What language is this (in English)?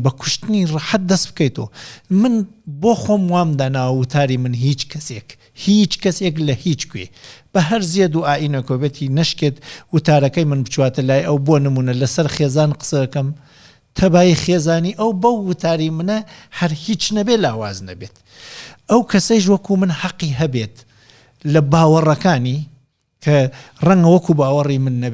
Central Kurdish